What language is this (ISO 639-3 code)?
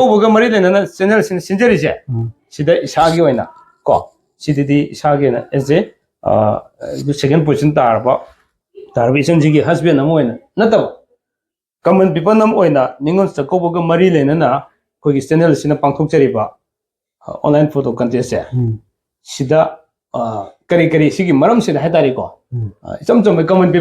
mni